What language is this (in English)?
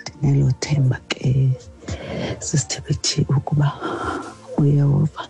Xhosa